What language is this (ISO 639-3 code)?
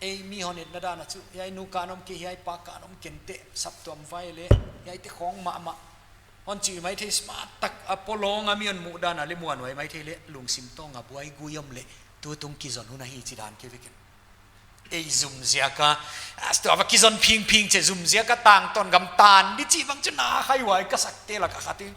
pck